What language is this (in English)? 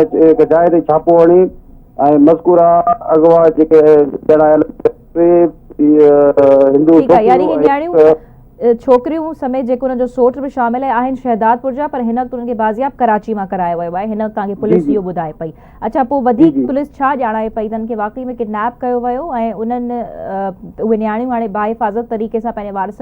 Sindhi